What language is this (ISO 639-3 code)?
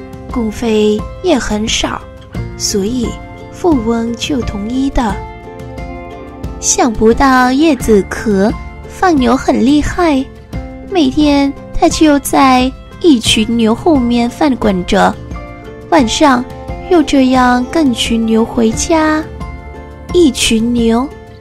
zho